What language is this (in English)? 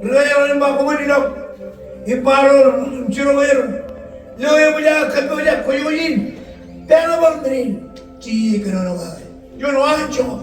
Marshallese